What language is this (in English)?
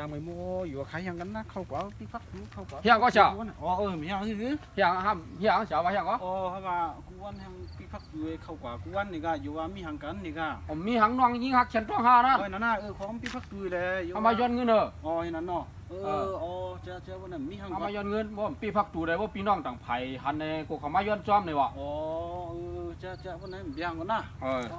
Shan